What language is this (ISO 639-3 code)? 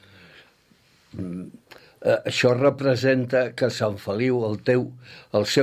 cat